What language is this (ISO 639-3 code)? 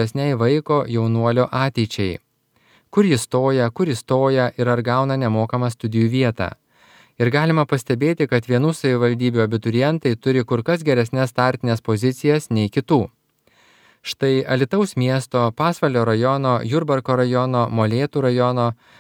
lit